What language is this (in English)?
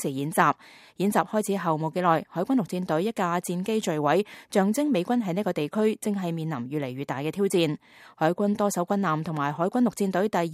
Cantonese